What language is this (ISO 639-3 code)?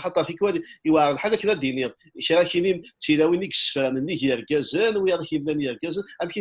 kab